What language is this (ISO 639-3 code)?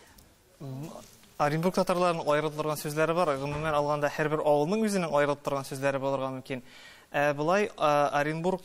tat